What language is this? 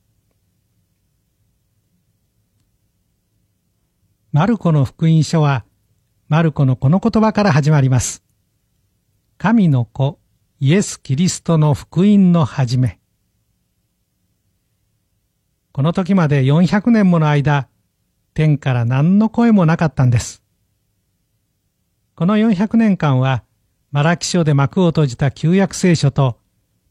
Japanese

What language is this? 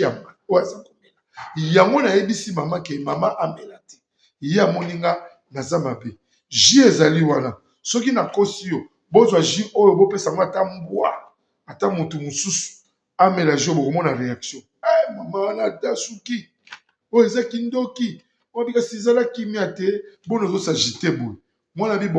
Lingala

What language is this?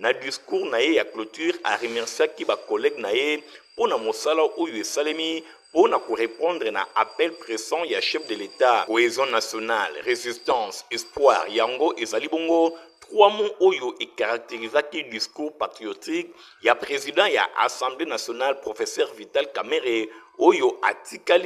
Lingala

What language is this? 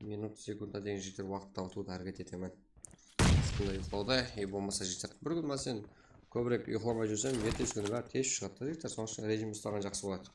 Kara-Kalpak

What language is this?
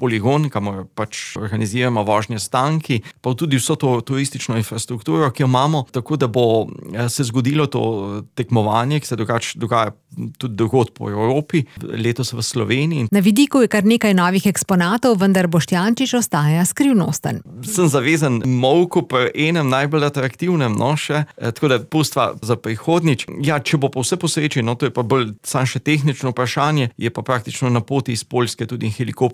Slovenian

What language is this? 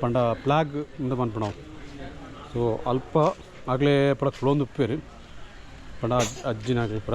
Tulu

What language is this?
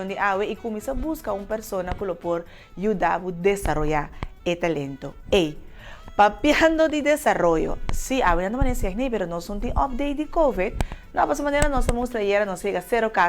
Papiamento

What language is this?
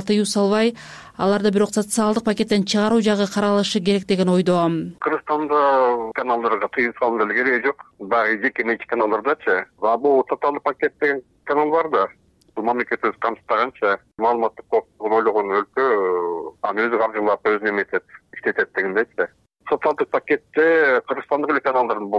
Kyrgyz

